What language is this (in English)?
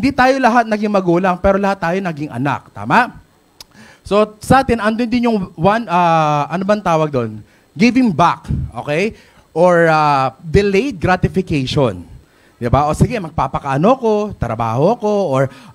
Filipino